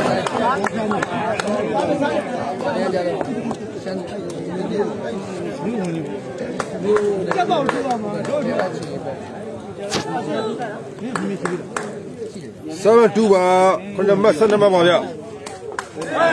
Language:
Burmese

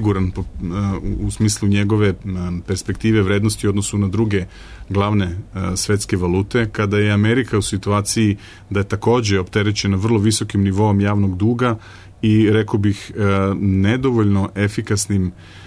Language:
Serbian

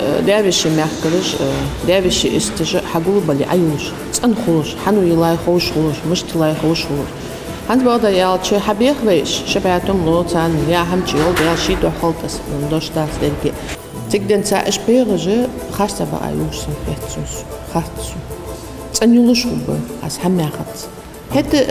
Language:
Ingush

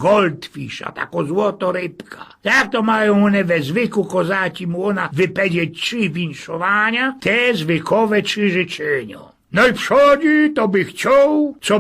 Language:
Silesian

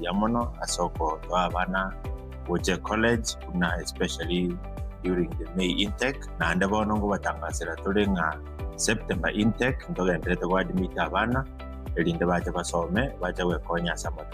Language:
Gusii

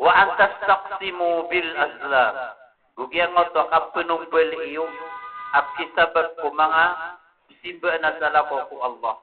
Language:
Maranao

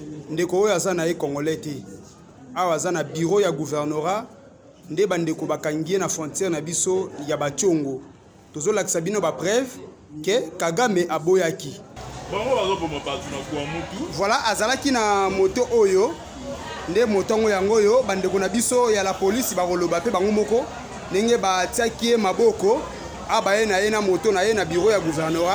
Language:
Lingala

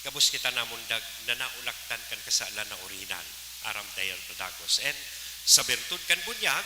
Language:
Bikol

